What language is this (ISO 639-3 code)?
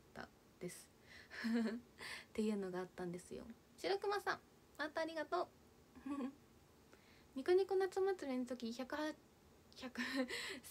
jpn